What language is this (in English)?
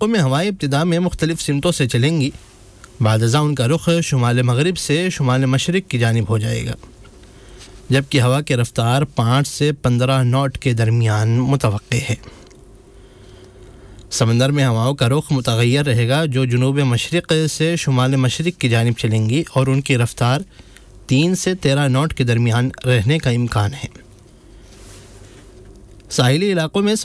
Urdu